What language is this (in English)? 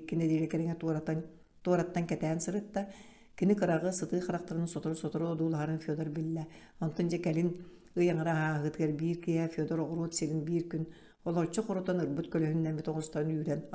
Yakut